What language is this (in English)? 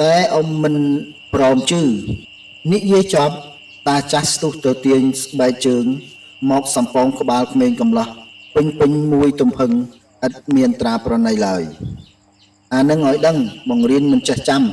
Khmer